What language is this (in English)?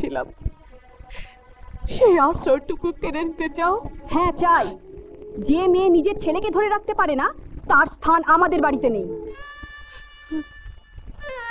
Bangla